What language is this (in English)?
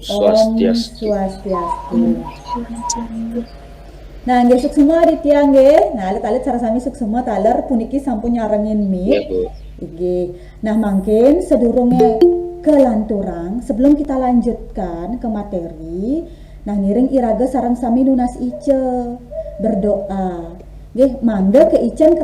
Balinese